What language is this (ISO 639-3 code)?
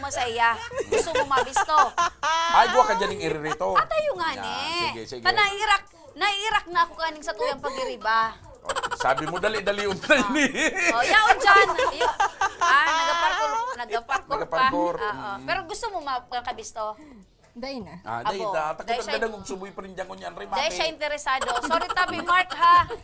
bik